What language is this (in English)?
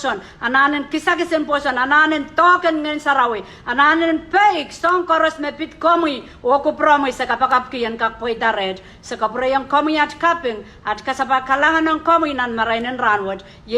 Pohnpeian